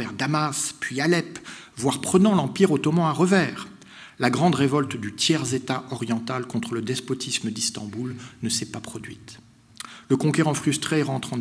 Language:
French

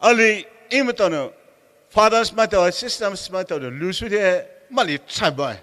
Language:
Poumei Naga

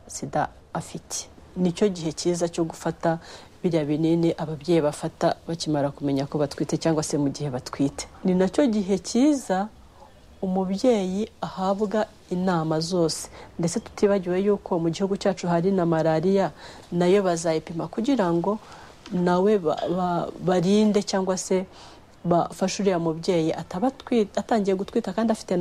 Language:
Kinyarwanda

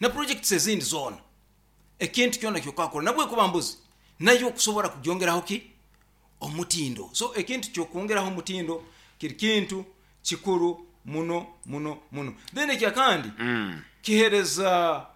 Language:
Nyoro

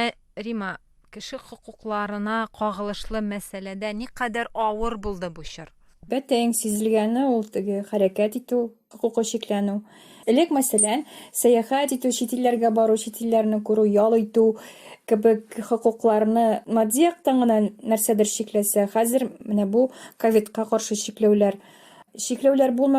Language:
Tatar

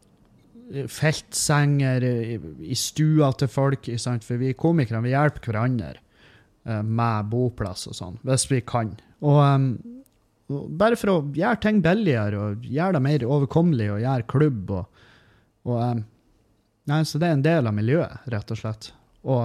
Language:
Norwegian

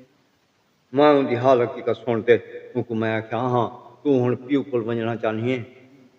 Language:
Saraiki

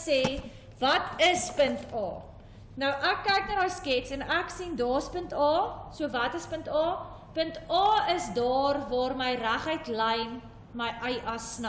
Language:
Afrikaans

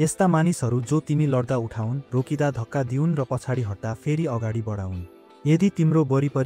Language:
Nepali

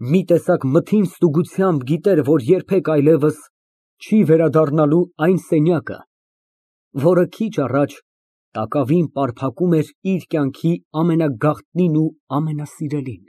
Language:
Armenian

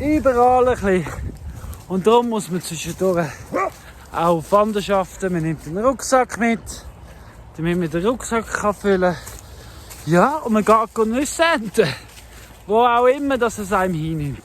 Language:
Swiss German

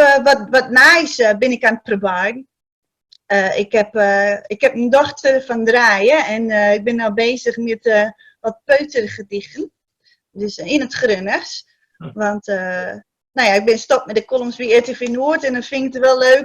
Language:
Gronings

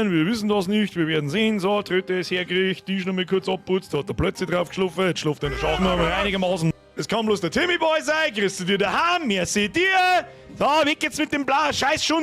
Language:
Bavarian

